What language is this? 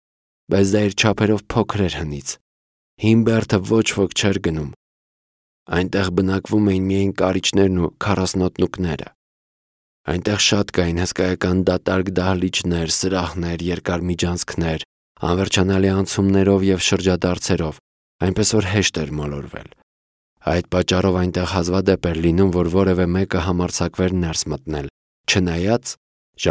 Armenian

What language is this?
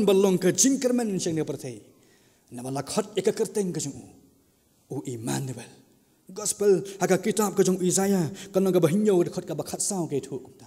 Khasi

